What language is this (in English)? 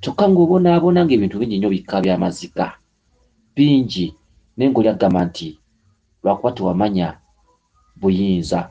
Ganda